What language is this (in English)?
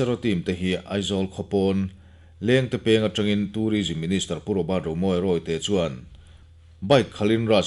Mizo